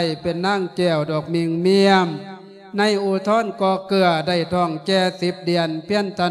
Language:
Lao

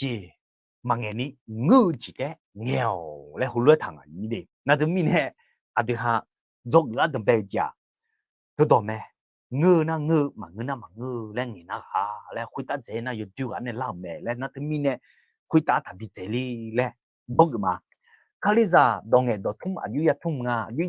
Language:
Akha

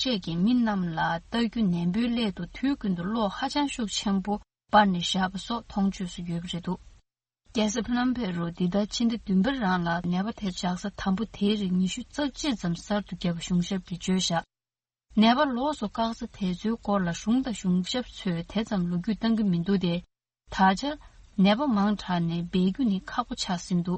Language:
Tibetan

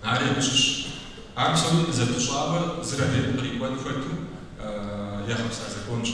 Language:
Kabardian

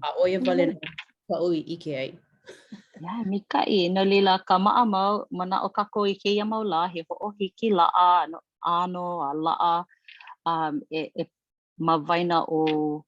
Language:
Hawaiian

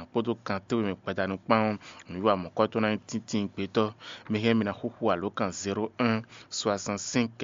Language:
Fon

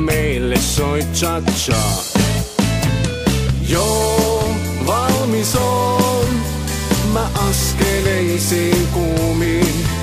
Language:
Finnish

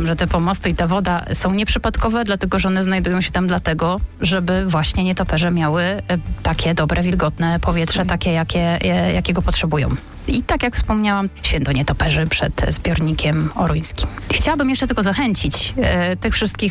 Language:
Polish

